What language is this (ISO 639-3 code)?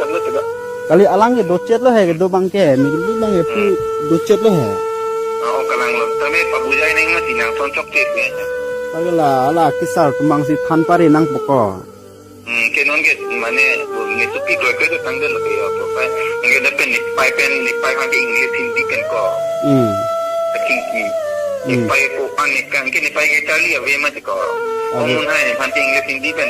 mjw